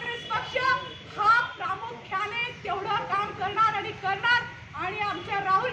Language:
Marathi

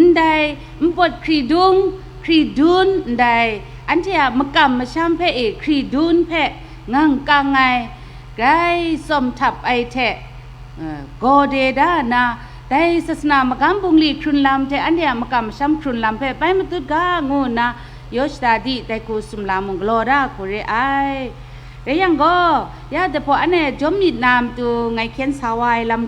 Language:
Kachin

